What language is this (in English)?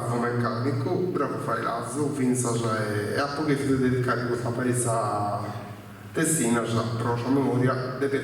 Sardinian